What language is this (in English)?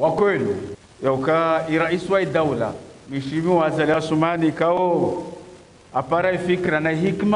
Ngazidja Comorian